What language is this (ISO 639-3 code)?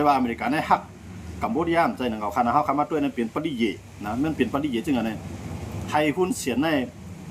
shn